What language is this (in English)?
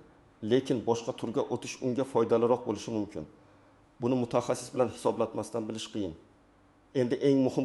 Uzbek